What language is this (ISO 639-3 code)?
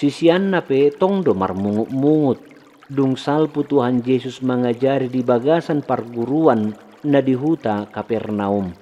bbc